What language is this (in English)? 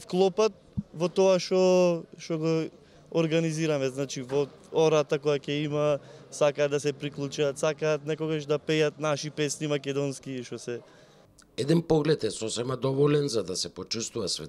Macedonian